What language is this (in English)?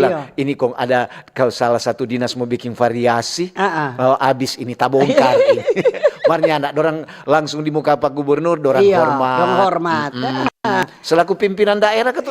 Manado Malay